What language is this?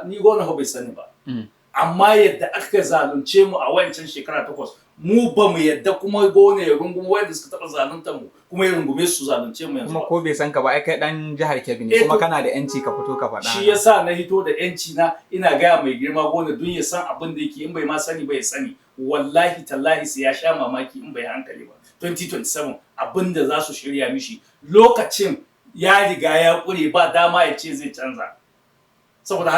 Hausa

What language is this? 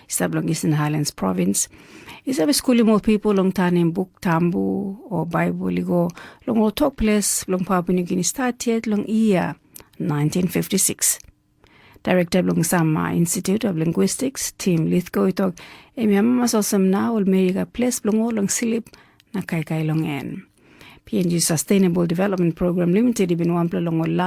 Tok Pisin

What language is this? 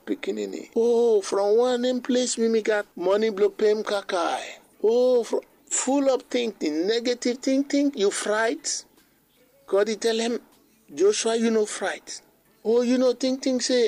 Bislama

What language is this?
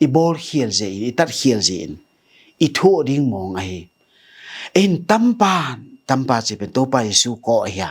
Tedim Chin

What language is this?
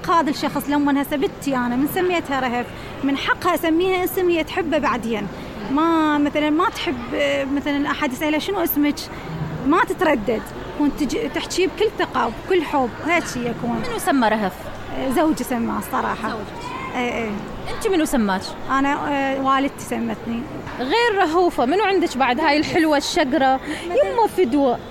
Mesopotamian Arabic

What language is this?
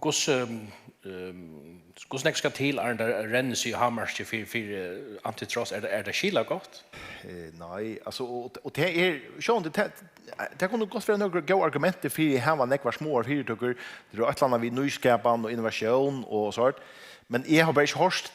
Faroese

